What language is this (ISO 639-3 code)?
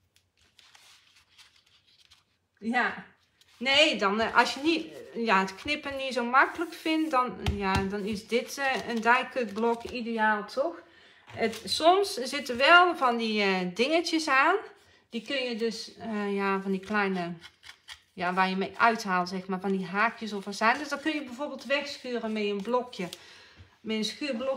nld